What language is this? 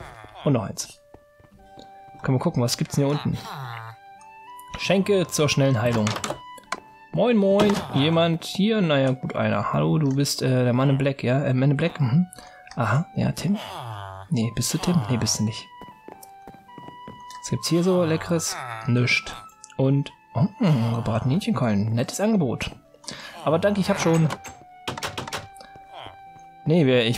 German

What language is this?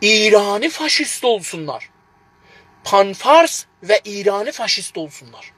South Azerbaijani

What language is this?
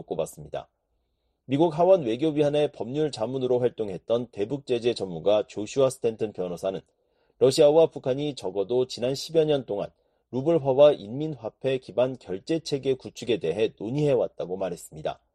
Korean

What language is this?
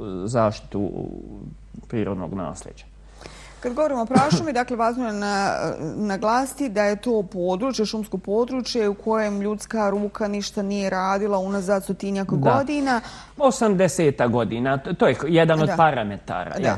Bosnian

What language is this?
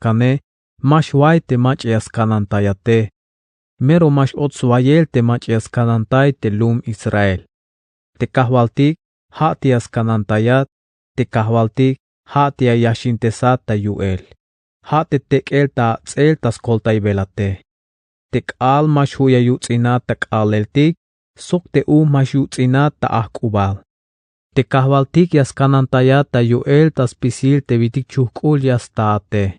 Tzeltal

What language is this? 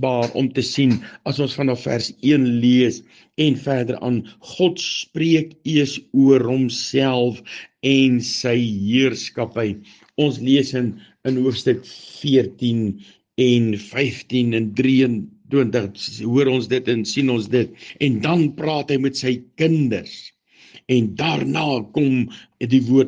Afrikaans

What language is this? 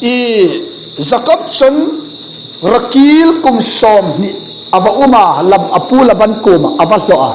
Hmar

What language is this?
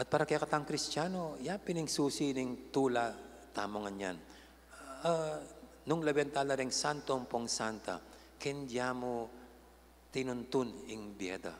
Pampanga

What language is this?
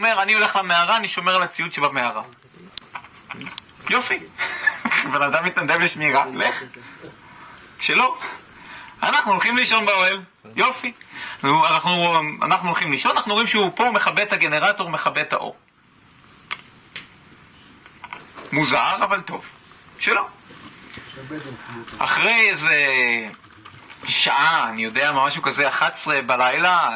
Hebrew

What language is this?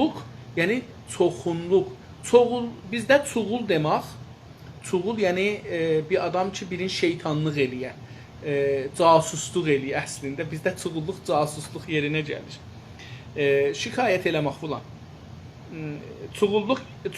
South Azerbaijani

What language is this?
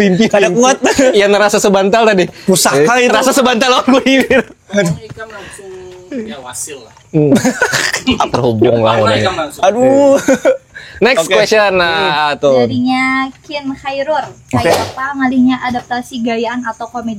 Banjar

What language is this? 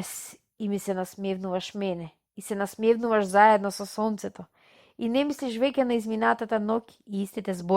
Macedonian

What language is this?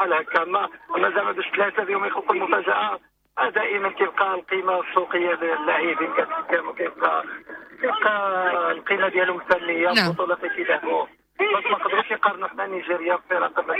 Moroccan Arabic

